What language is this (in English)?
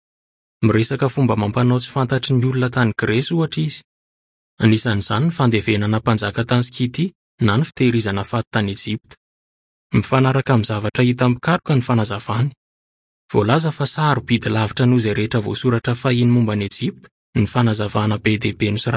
Malagasy